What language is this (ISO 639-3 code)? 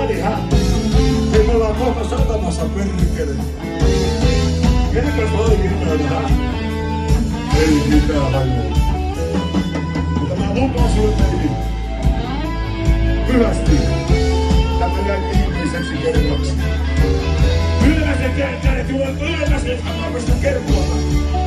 fin